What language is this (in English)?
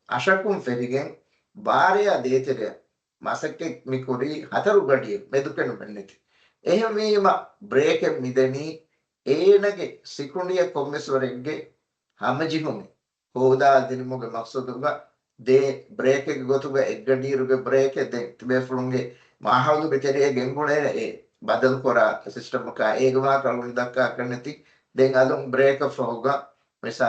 Divehi